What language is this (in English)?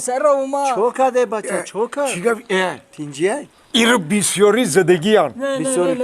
Tajik